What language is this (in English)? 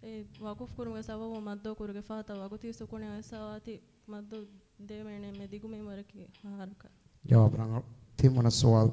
Divehi